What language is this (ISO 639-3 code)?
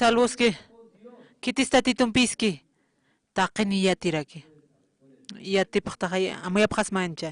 aym